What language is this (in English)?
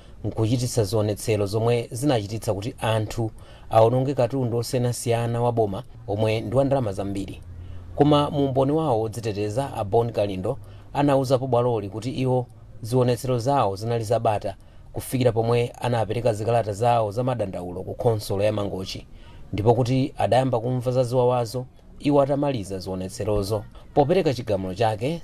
Nyanja